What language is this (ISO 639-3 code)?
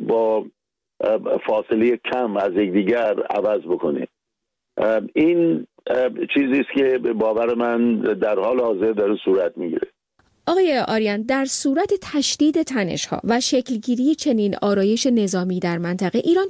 fas